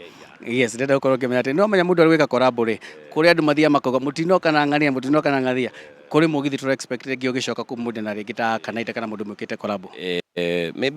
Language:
Kikuyu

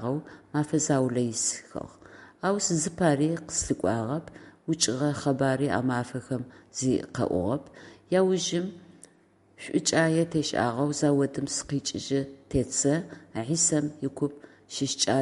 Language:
Adyghe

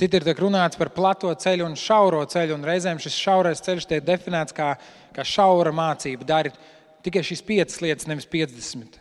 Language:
Latvian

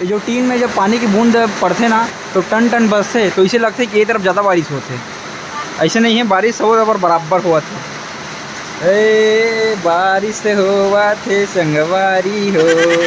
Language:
Chhattisgarhi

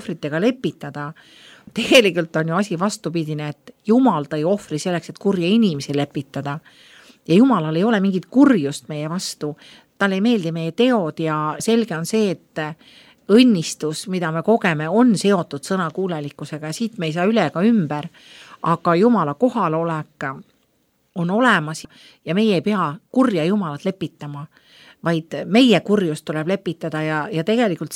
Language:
Estonian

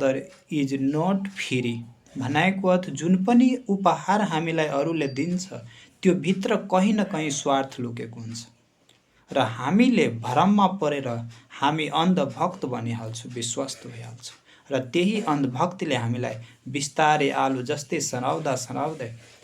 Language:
Nepali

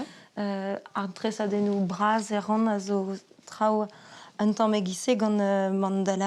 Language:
Breton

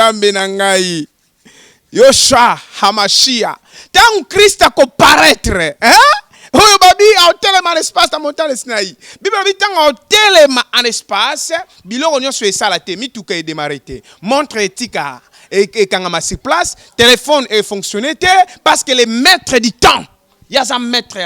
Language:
Lingala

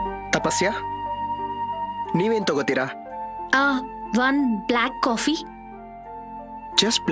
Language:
Kannada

